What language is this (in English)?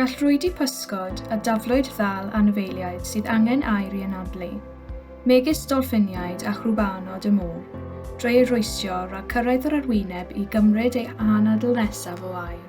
Welsh